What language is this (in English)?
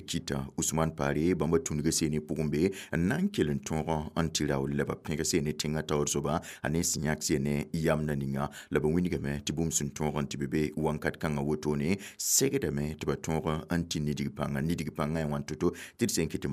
Mossi